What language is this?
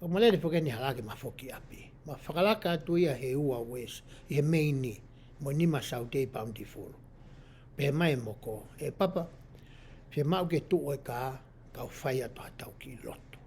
Tongan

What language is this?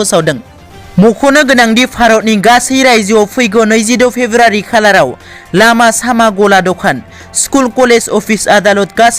Bodo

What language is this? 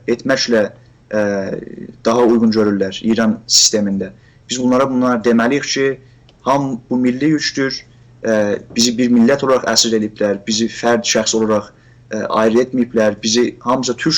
South Azerbaijani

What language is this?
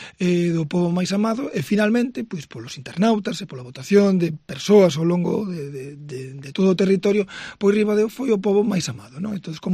Galician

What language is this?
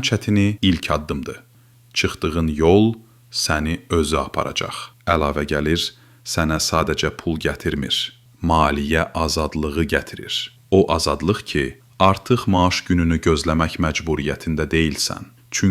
Azerbaijani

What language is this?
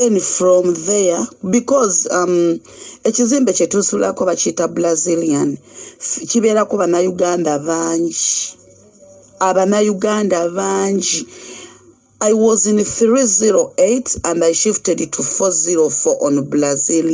Ganda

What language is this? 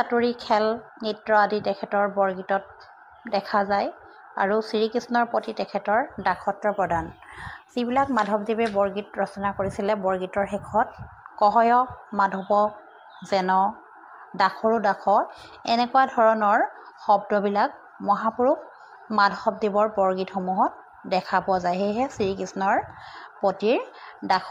Assamese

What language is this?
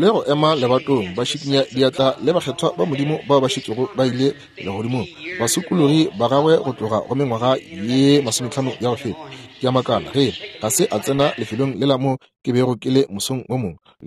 Northern Sotho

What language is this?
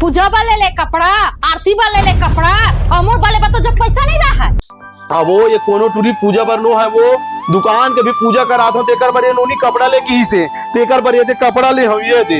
Chhattisgarhi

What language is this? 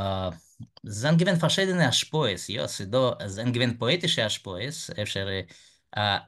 Yiddish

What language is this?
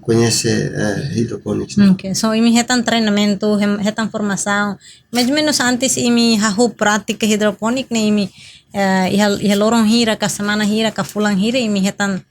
Tetum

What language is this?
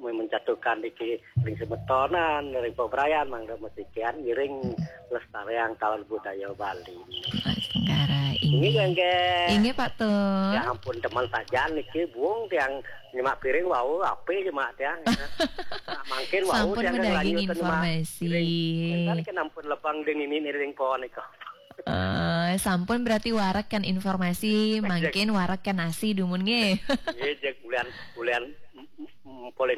Balinese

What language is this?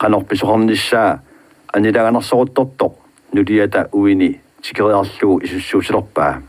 Kalaallisut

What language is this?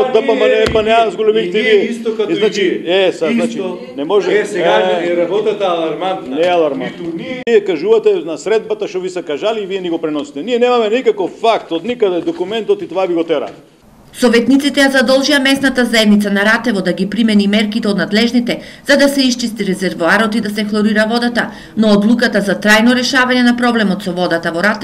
Macedonian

